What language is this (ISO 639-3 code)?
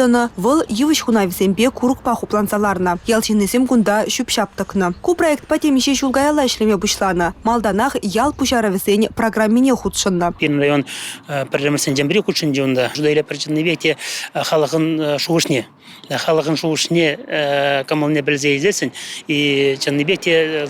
chv